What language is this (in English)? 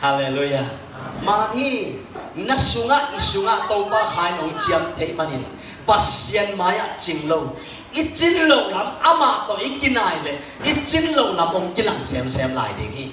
Tedim Chin